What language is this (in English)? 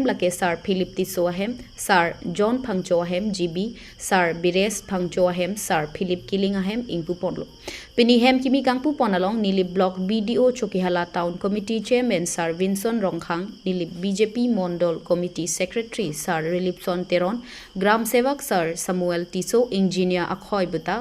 Karbi